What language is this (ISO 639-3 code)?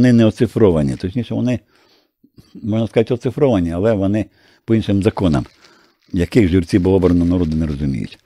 ukr